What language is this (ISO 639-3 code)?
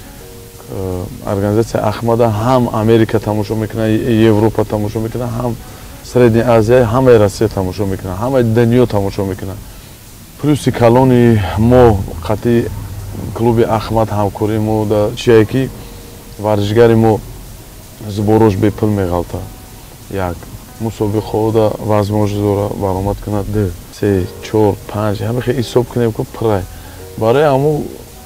tgk